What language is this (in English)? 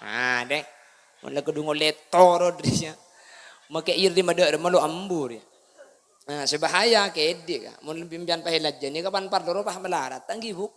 Madurese